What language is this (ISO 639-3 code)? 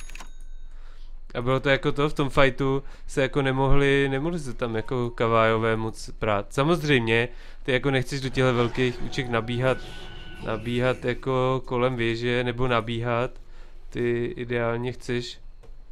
ces